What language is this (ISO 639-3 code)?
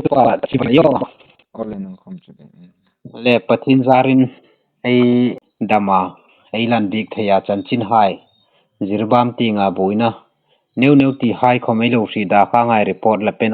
hmr